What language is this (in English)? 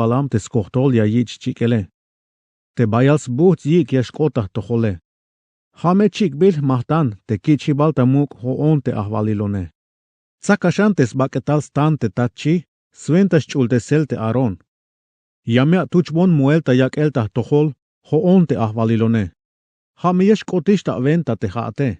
Tzeltal